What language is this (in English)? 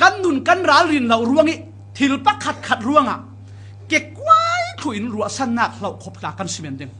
Falam Chin